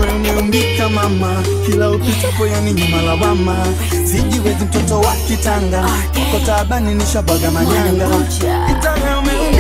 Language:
Swahili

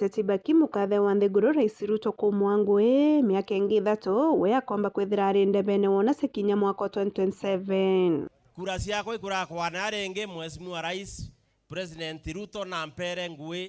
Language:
Meru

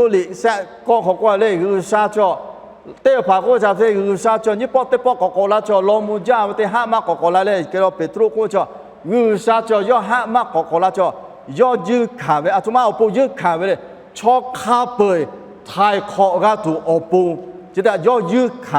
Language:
Lahu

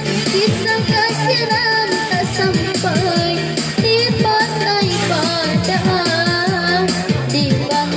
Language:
Minangkabau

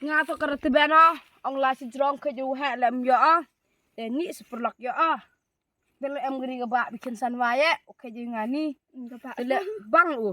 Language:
Khasi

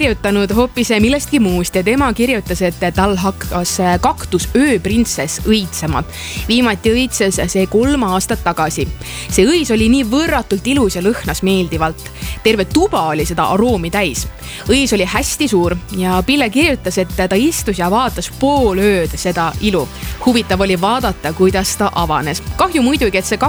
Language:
Estonian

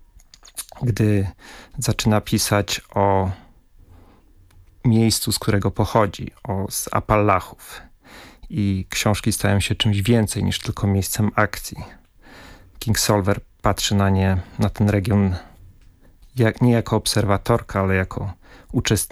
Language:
Polish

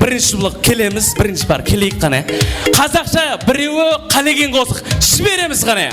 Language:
Kara-Kalpak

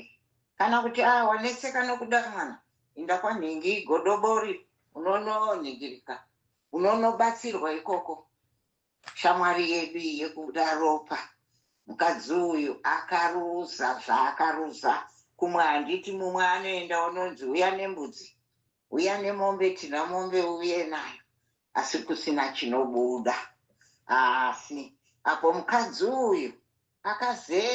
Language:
Shona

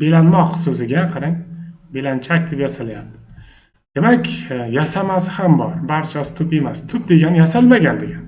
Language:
Uzbek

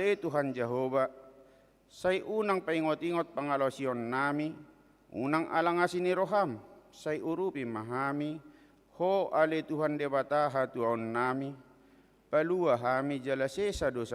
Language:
Batak Toba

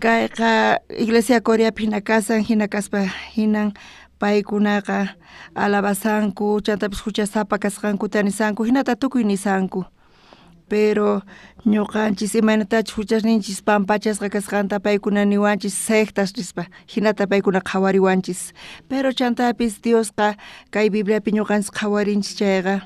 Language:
South Bolivian Quechua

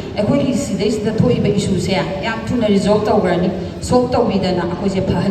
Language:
Manipuri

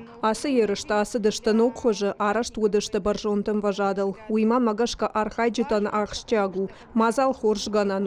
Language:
Ossetic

